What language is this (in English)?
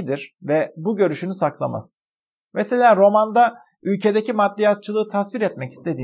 Turkish